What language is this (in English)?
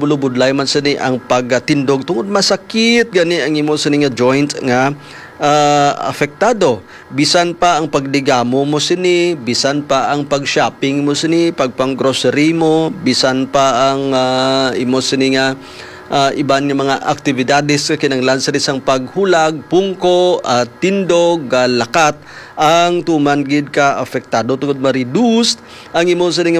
Hiligaynon